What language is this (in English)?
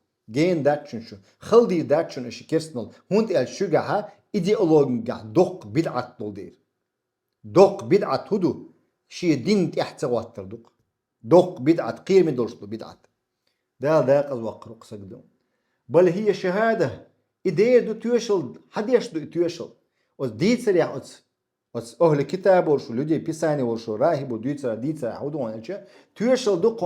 Chechen